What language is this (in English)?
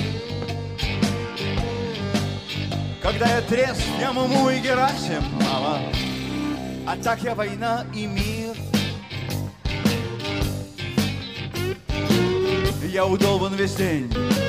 Russian